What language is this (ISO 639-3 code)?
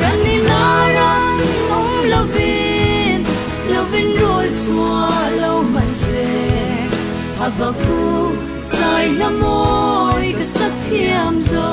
cfm